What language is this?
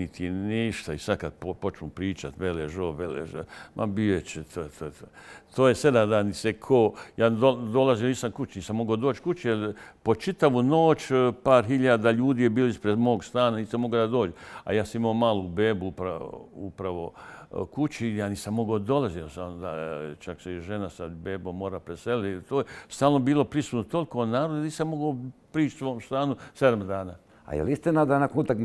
Bosnian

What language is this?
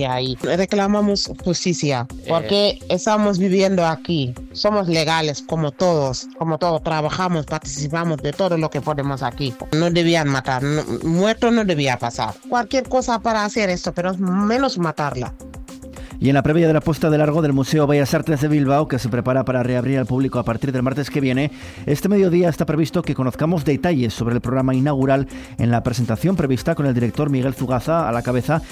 Spanish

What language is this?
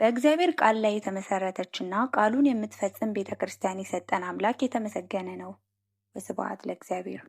Amharic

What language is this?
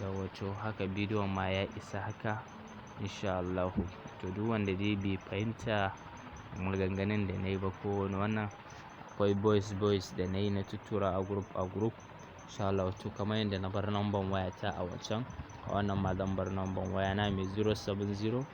Hausa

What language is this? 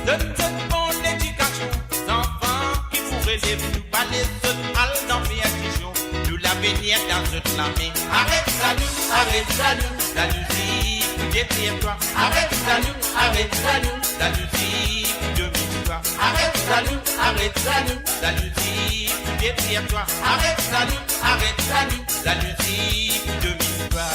Morisyen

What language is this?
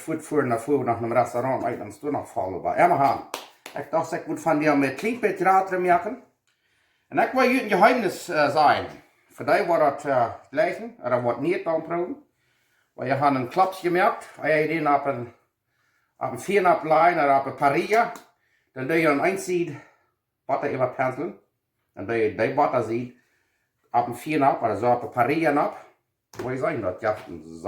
Plautdietsch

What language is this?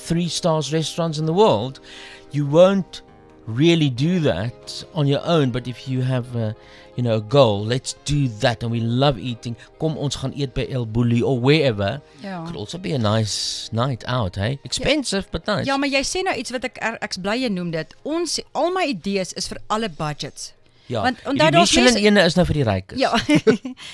Afrikaans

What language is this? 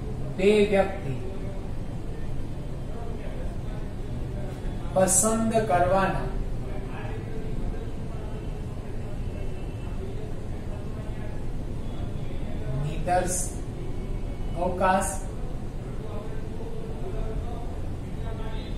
Gujarati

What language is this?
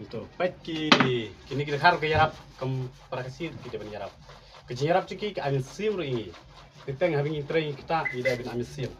Khasi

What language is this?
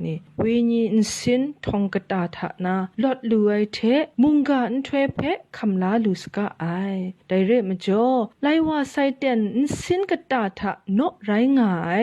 Kachin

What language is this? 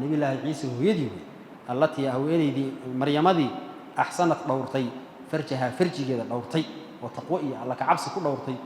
Somali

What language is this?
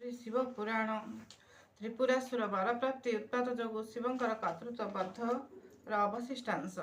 Odia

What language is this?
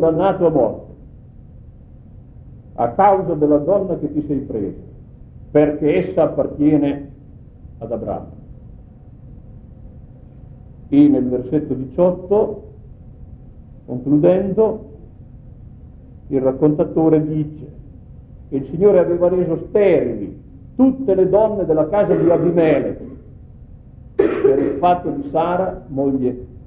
Italian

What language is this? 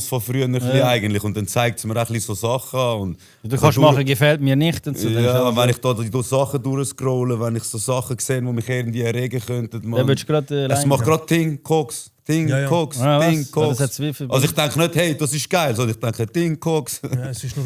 Swiss German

